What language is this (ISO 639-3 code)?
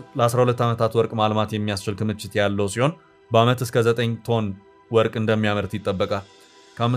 amh